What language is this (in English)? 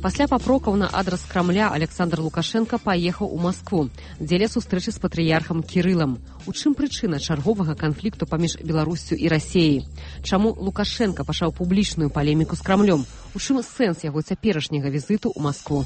Belarusian